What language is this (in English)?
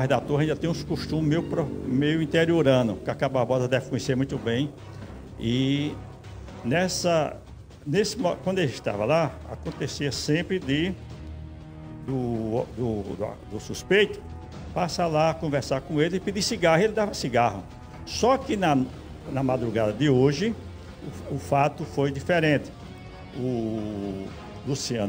Portuguese